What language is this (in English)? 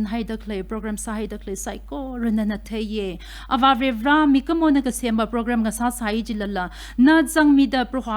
Tangkhul Naga (India)